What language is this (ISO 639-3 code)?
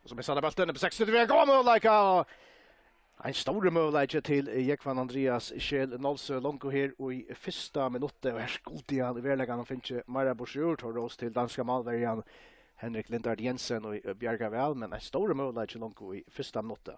fao